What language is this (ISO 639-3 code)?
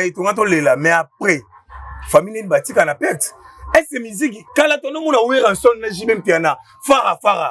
lin